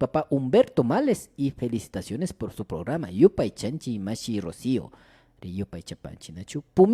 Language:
Imbabura Highland Quichua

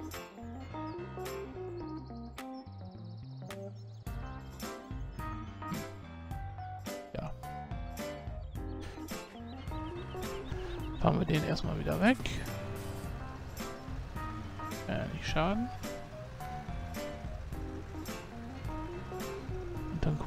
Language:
German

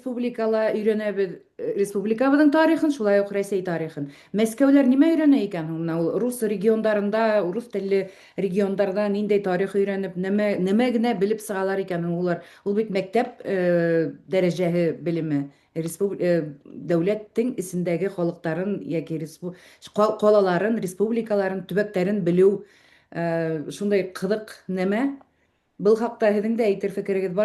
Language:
Bashkir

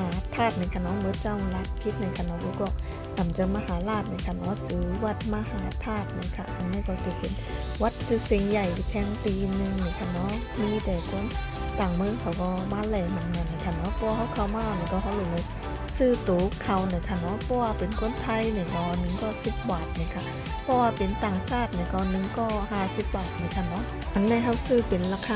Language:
Shan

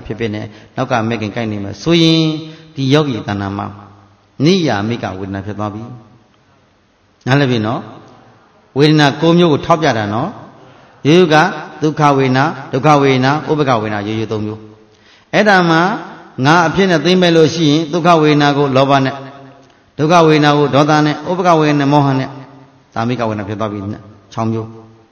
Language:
Burmese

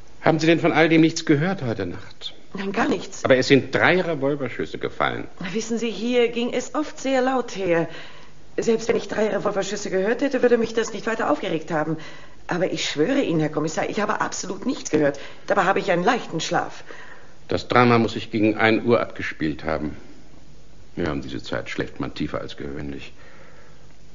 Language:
German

